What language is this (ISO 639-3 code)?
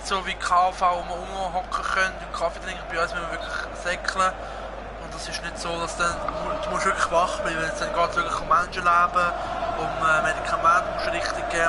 gsw